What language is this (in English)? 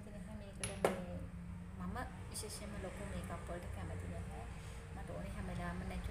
Sinhala